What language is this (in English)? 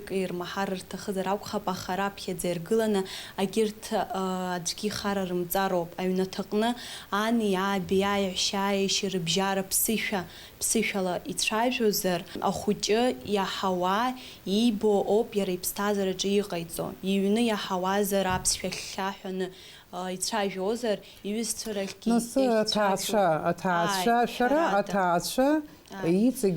Abkhazian